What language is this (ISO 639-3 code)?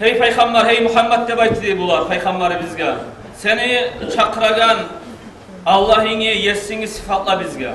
kum